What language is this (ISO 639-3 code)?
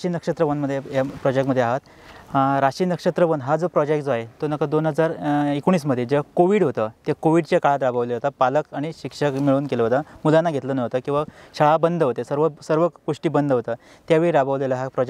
mar